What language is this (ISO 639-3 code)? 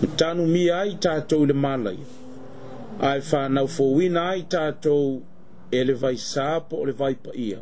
smo